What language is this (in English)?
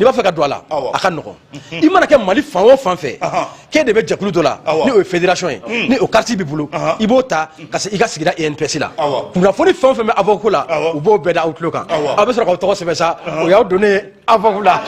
Bambara